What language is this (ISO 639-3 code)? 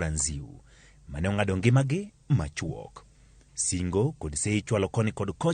luo